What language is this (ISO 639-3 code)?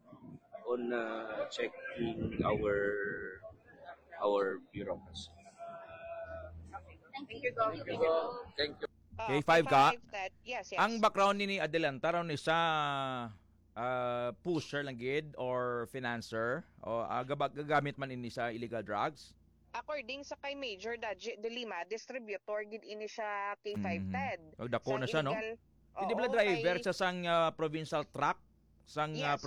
hil